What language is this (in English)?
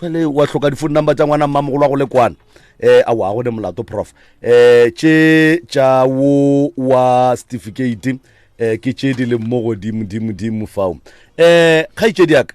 Northern Sotho